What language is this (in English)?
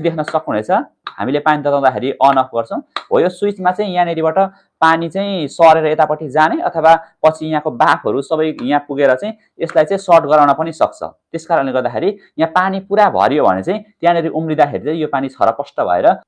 Nepali